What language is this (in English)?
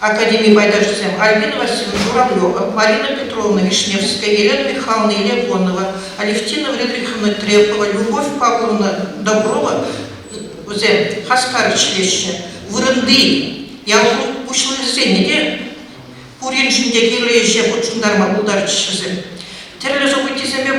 Chuvash